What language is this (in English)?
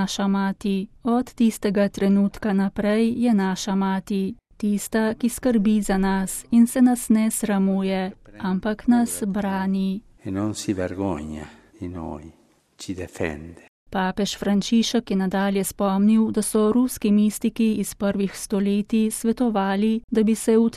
Slovenian